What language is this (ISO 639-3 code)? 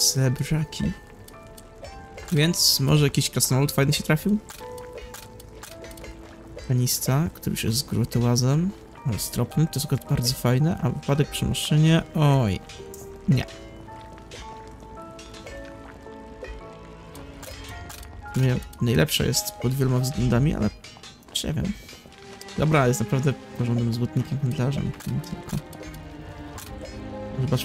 pol